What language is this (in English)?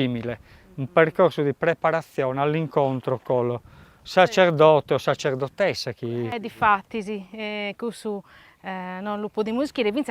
Sardinian